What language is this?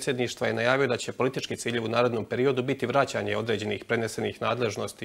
Bosnian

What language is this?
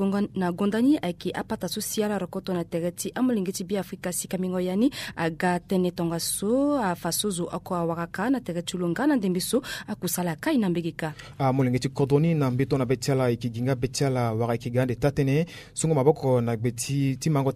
Sango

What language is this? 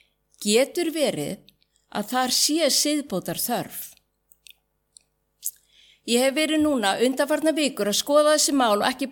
Icelandic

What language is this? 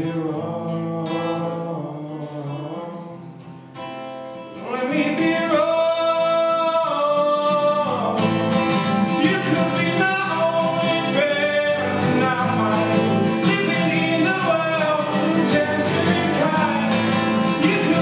English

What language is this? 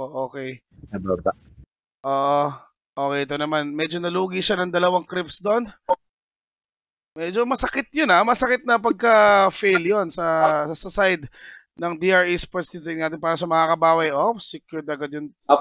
Filipino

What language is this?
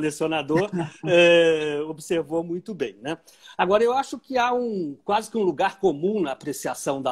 Portuguese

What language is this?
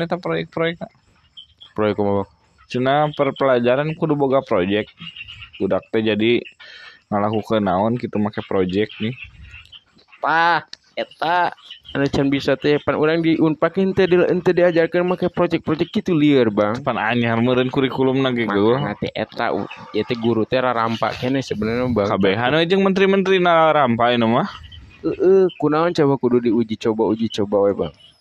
Sundanese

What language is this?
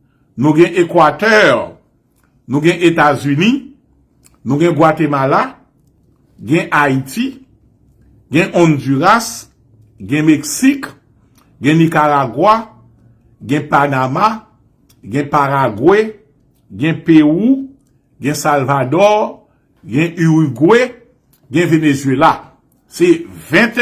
Haitian Creole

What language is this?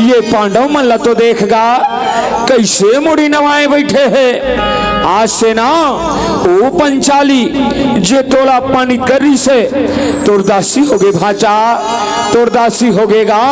Chhattisgarhi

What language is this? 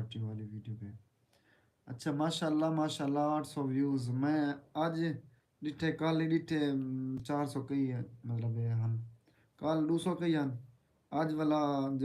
Saraiki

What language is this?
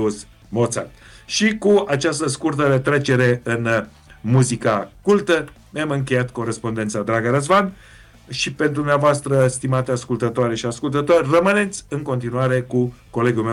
Romanian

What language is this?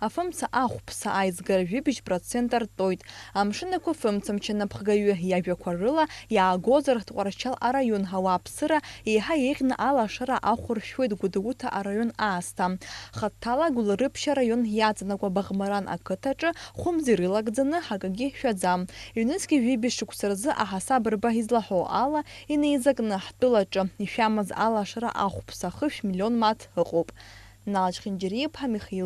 Abkhazian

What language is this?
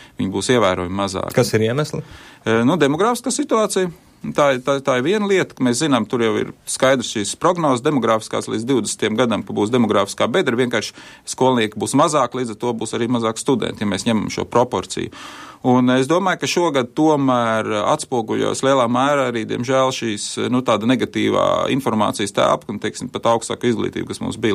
Latvian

